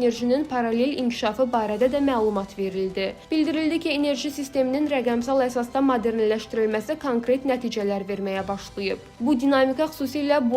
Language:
Azerbaijani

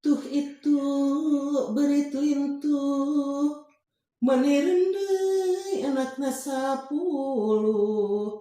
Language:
Sundanese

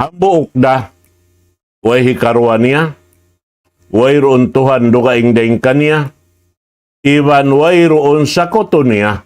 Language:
Tausug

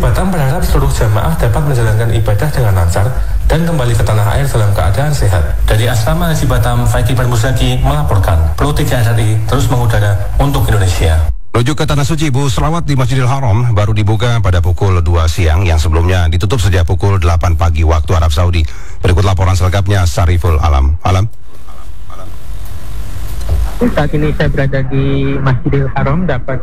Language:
Indonesian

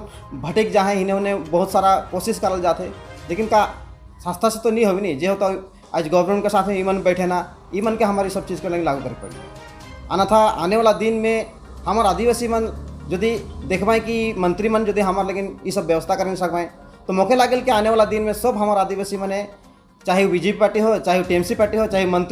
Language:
Sadri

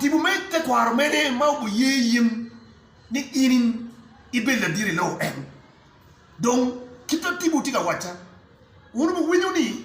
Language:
Acoli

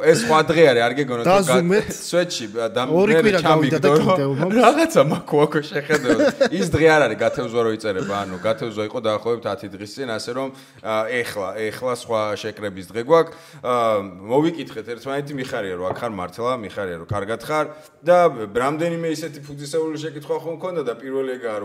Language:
Georgian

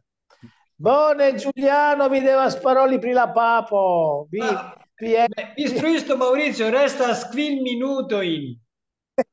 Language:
Esperanto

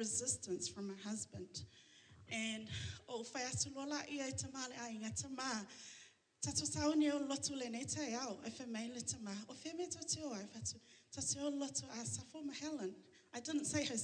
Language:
Samoan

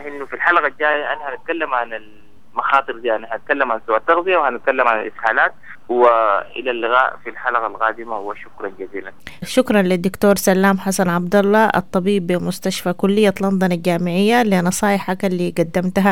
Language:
Sudanese Arabic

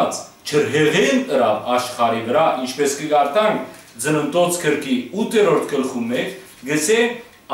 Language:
Western Armenian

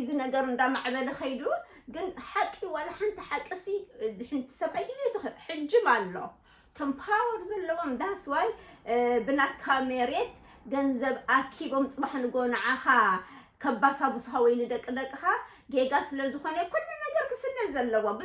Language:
Tigrinya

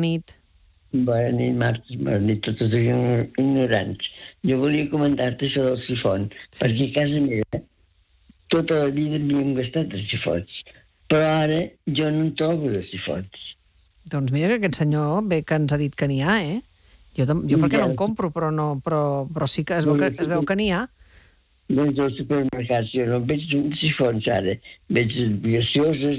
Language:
Catalan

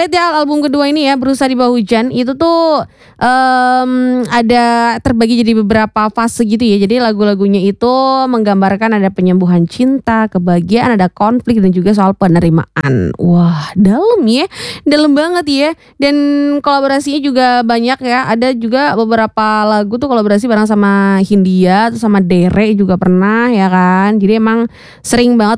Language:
Indonesian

